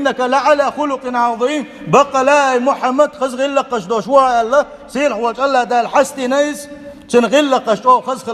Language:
Chechen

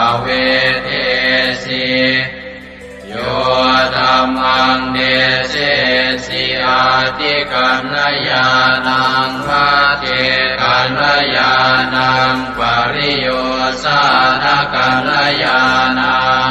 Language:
Pali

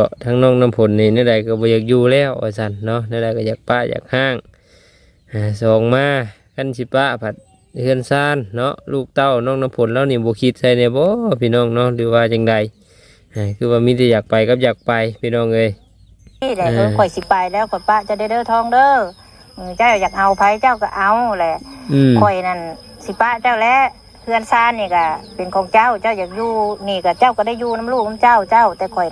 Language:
Lao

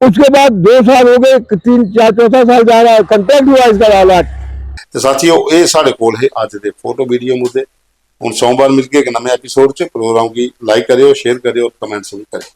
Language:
Dogri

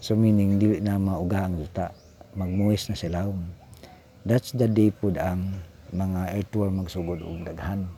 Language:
Cebuano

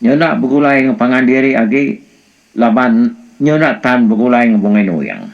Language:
Iban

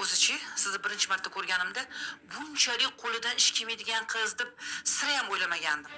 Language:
Uzbek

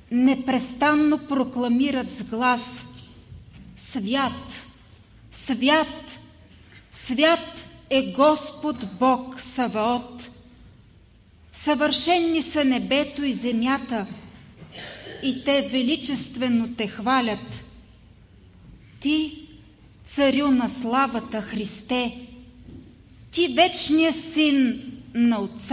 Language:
Bulgarian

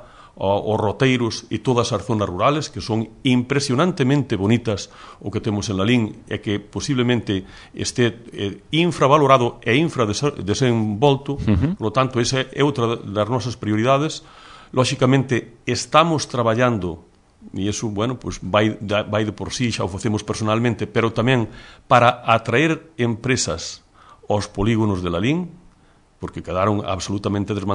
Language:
Galician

